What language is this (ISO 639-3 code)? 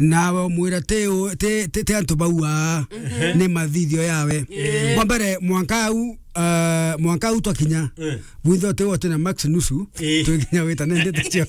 mer